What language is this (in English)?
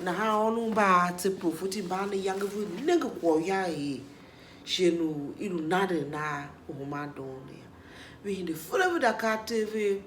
Tiv